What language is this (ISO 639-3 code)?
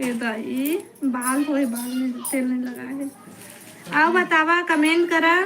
hne